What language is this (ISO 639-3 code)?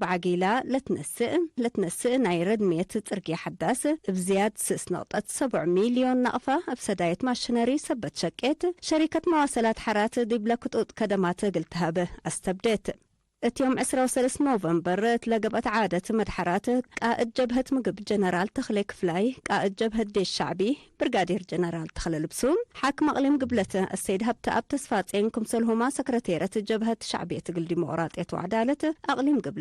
tig